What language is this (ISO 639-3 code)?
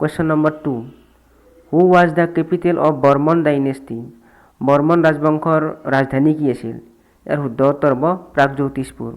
asm